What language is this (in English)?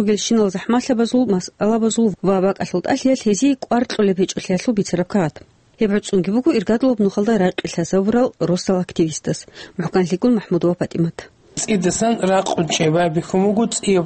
Avaric